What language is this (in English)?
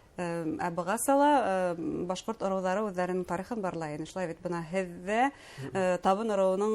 Bashkir